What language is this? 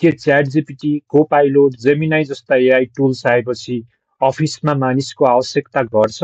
Nepali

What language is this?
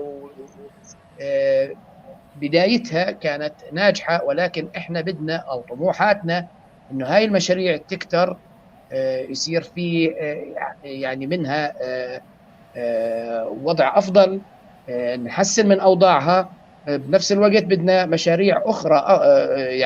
North Levantine Arabic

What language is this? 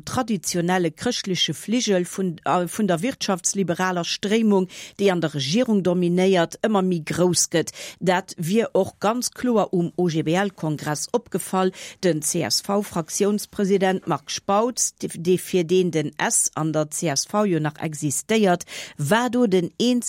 Luxembourgish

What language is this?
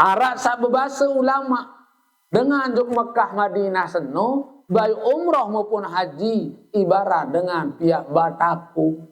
Sasak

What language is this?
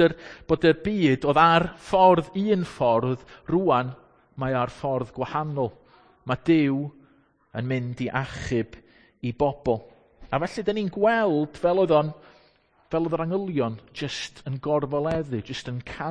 Welsh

